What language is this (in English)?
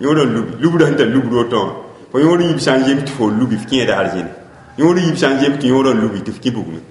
Mossi